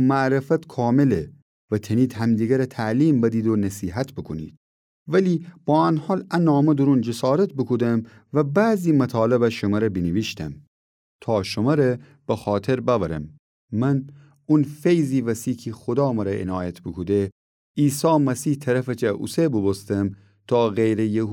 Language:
Gilaki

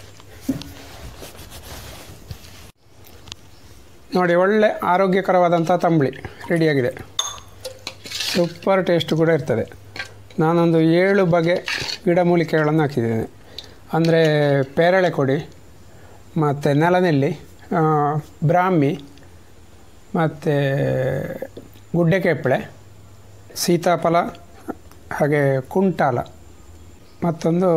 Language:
Kannada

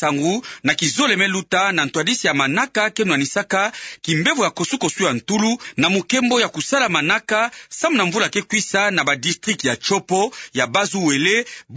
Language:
Kituba (Democratic Republic of Congo)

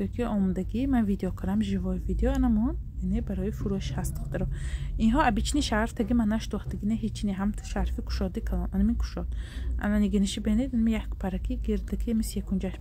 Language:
Tajik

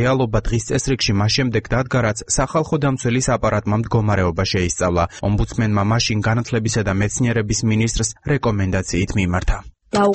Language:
Georgian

